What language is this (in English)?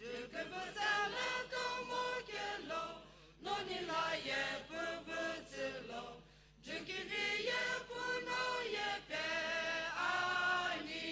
Sumi Naga